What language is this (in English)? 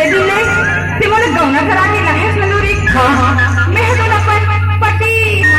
Chhattisgarhi